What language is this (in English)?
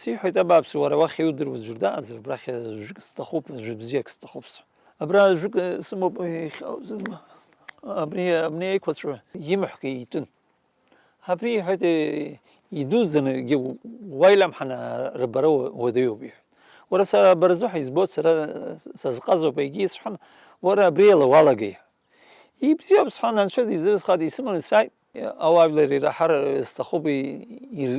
Abkhazian